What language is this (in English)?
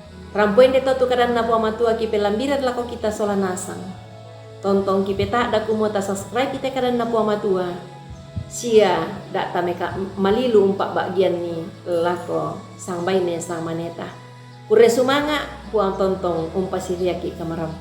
Toraja-Sa'dan